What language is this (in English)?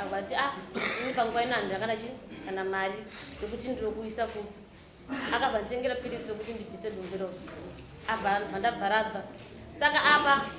Shona